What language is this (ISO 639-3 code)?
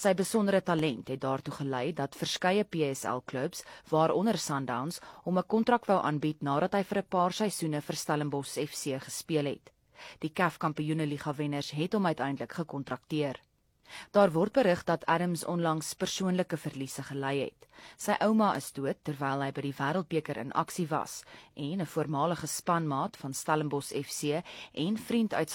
afr